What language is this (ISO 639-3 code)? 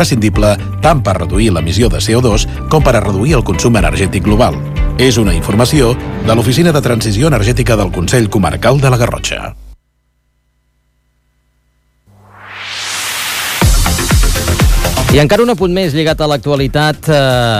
cat